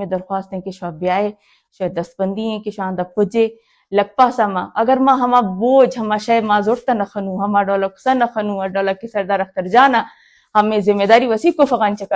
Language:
Eastern Balochi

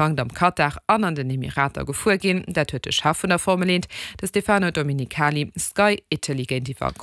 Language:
Luxembourgish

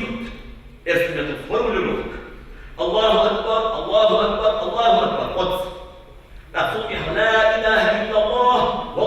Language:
Ingush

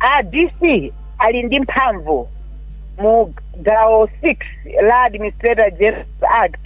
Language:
Nyanja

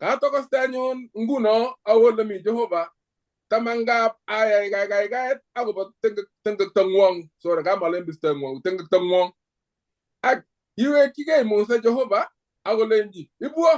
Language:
Kalenjin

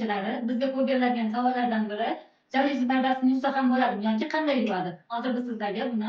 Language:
Uzbek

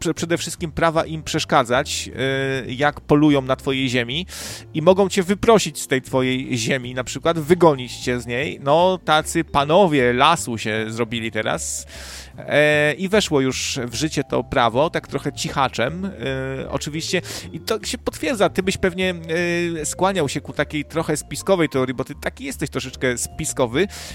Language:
Polish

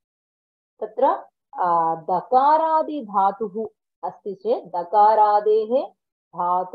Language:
Sanskrit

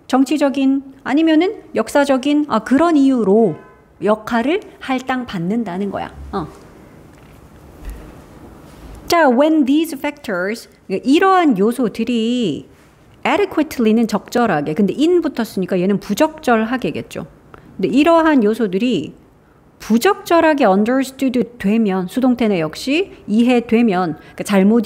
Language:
Korean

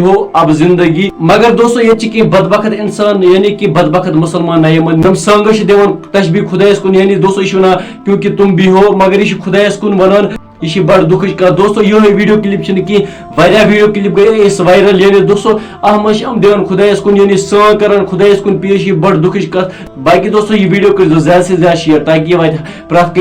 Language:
Kashmiri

